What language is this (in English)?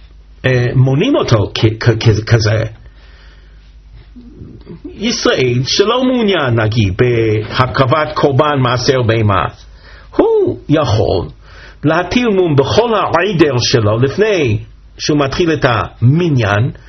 Hebrew